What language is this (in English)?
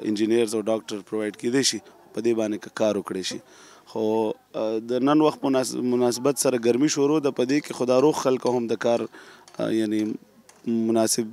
Pashto